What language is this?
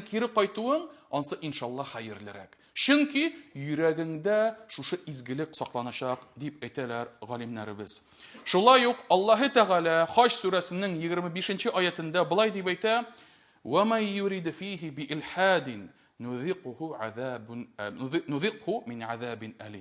Tatar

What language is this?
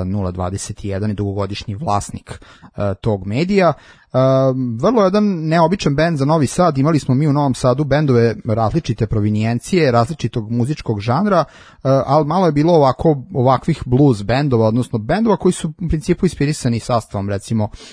Serbian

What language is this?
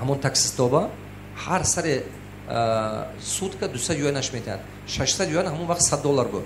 Tajik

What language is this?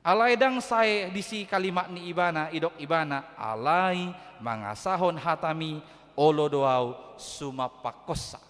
Batak Toba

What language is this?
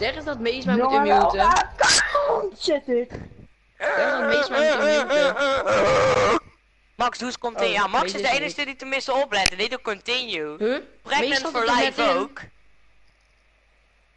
Dutch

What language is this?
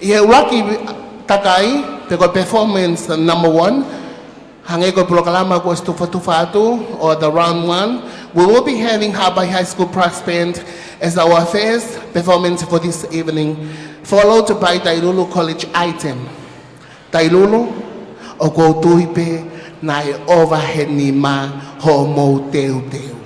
Tongan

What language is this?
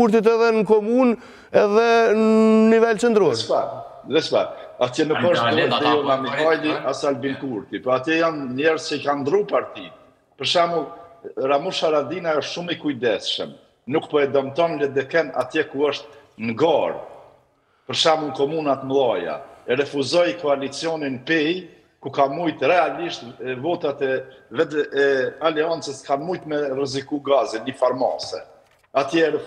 Albanian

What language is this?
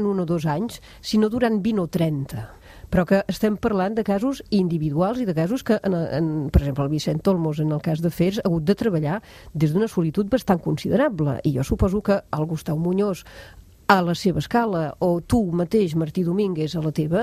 Catalan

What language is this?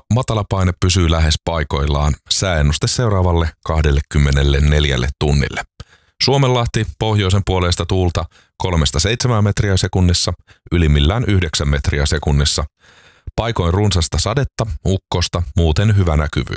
Finnish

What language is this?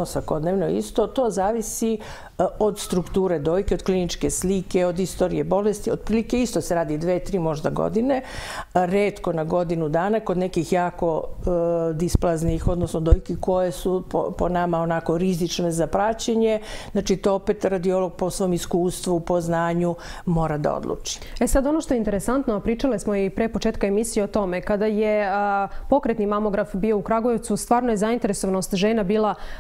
Serbian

